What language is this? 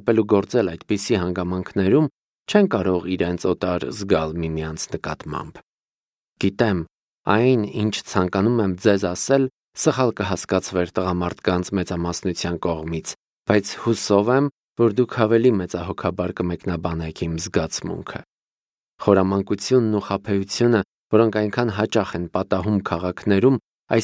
Armenian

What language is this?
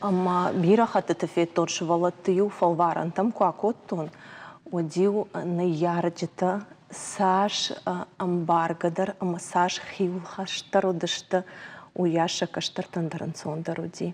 Ossetic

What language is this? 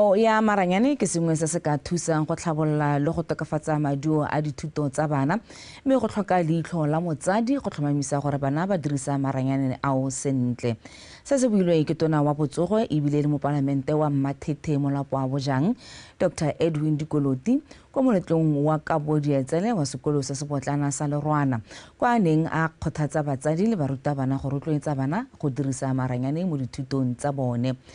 Tswana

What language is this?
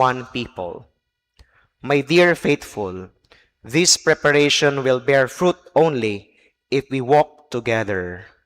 Bikol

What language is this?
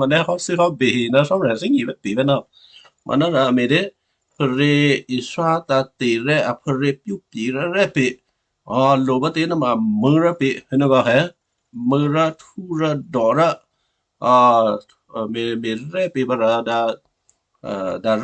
Western Kayah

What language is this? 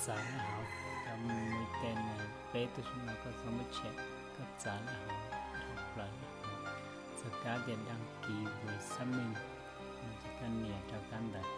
Hmong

